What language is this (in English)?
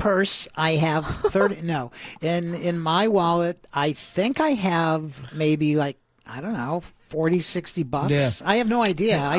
English